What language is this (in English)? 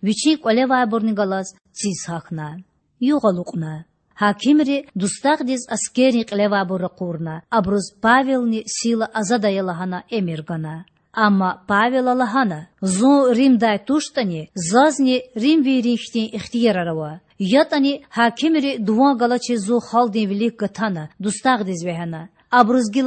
Lezghian